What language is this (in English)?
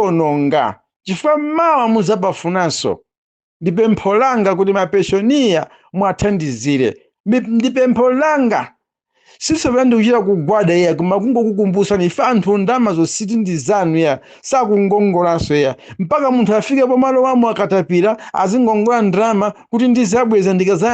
Nyanja